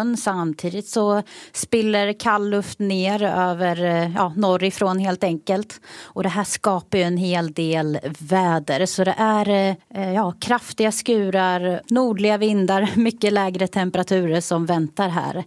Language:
Swedish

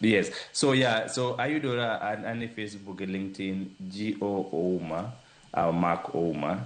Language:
Luo (Kenya and Tanzania)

